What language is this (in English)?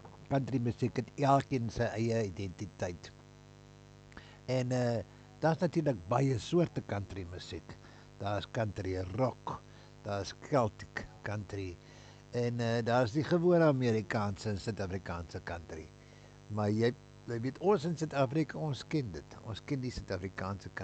Afrikaans